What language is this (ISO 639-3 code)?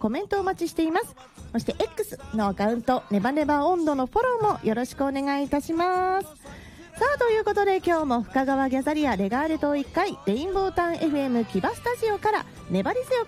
jpn